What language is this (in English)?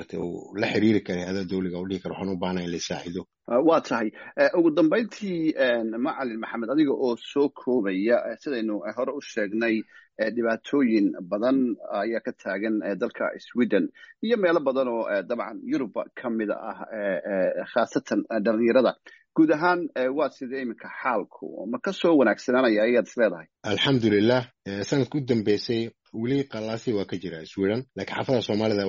Somali